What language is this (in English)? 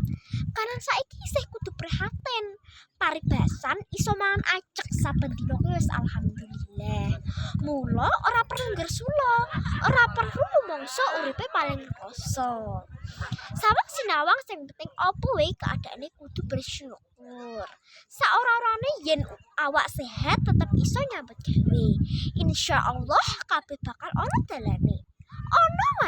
Javanese